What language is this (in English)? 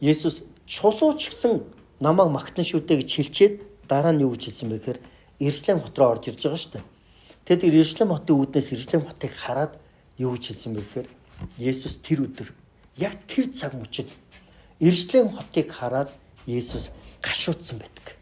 Mongolian